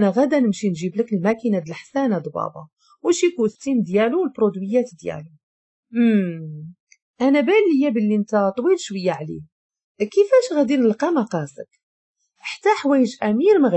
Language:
Moroccan Arabic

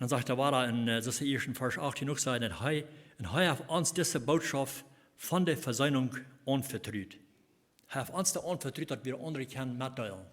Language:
Plautdietsch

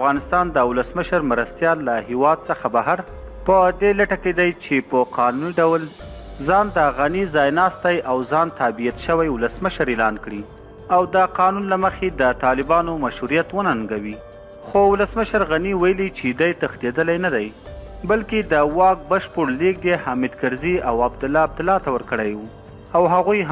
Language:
Pashto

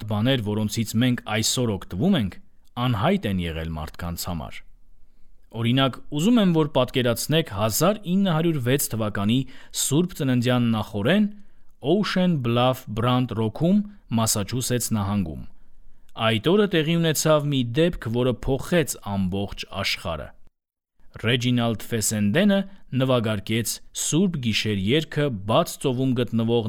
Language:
Armenian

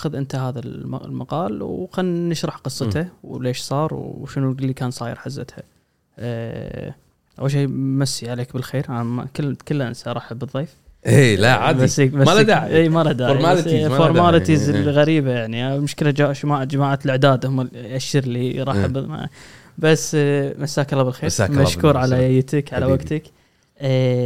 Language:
Gulf Arabic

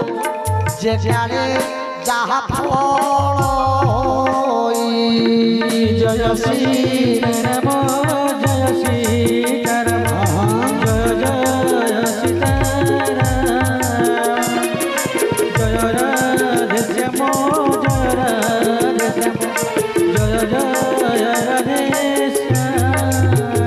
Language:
Odia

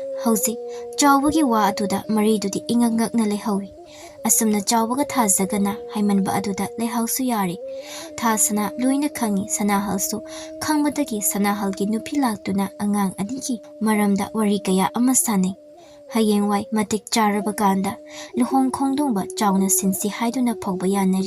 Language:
Manipuri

